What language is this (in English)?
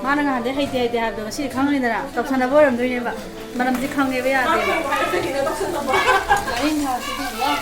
Manipuri